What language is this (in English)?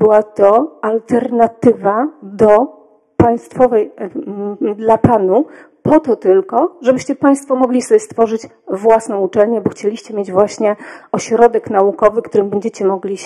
Polish